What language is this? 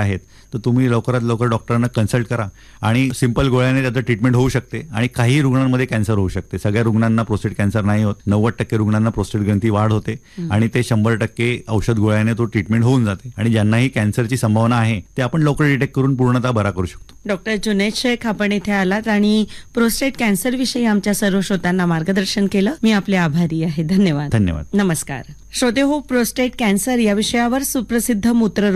Marathi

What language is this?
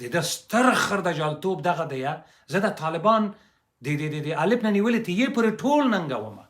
Pashto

